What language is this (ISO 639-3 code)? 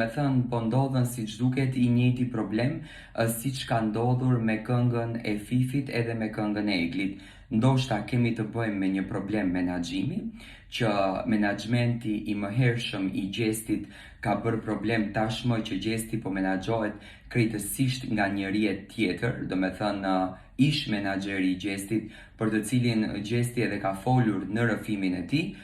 sqi